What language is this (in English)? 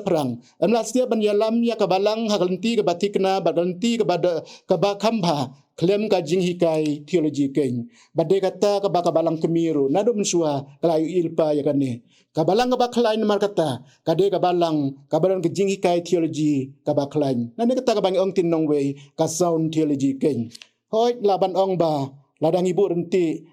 Khasi